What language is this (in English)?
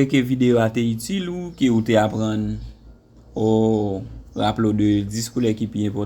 Haitian Creole